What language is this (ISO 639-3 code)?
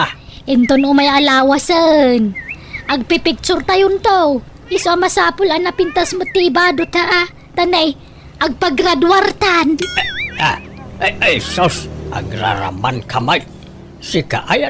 ilo